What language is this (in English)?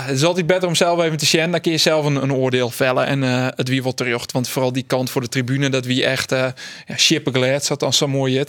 Western Frisian